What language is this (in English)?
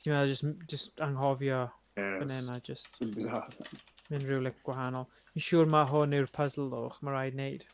Welsh